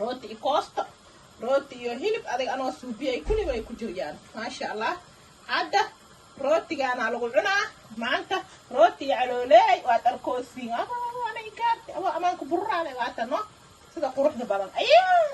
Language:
Somali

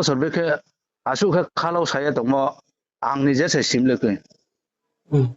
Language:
Riang (India)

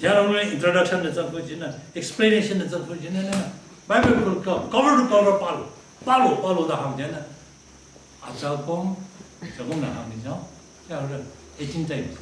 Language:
Tangkhul Naga (India)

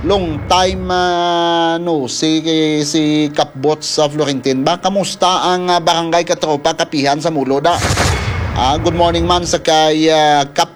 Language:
Hiligaynon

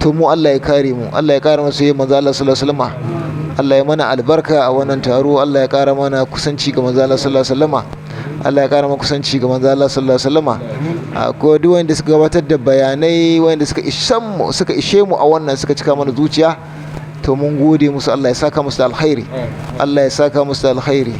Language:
Hausa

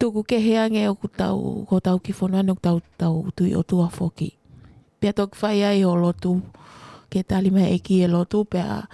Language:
Tongan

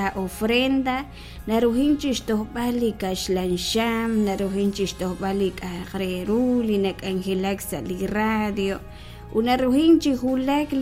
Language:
Kekchí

